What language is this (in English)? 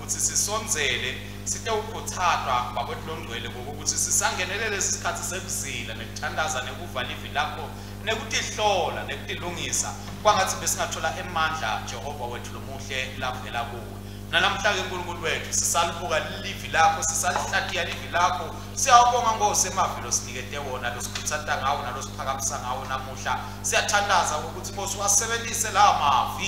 Swati